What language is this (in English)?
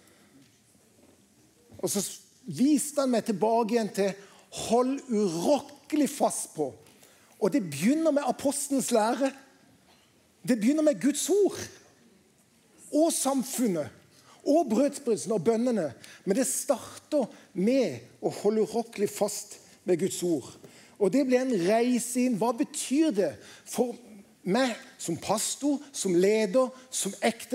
Norwegian